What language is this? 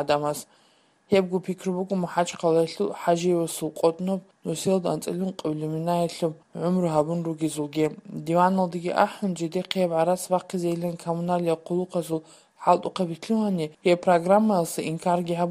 Georgian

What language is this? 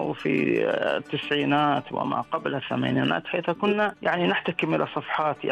Najdi Arabic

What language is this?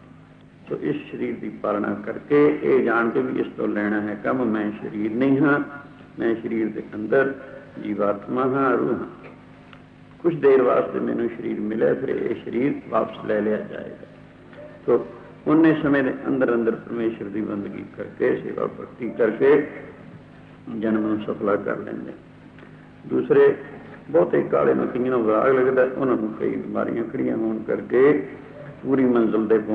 Punjabi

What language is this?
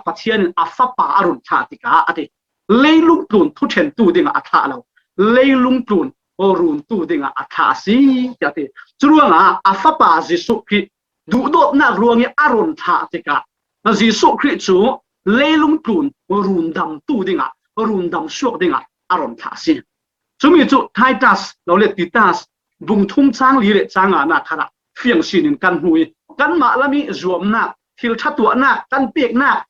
Falam Chin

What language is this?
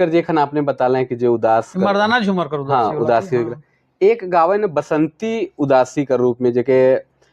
Sadri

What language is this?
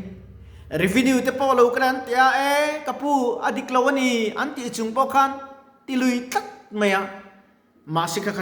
Mizo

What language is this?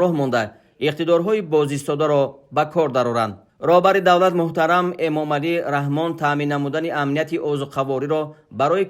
Tajik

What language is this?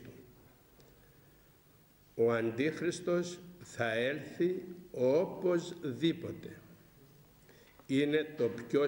Greek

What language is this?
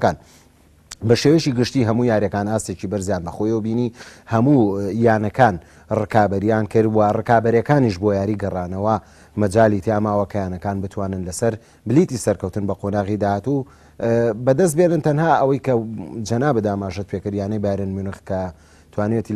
Central Kurdish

